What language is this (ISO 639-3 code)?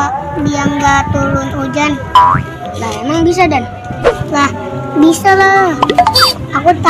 bew